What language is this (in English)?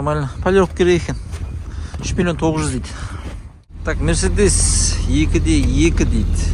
Kazakh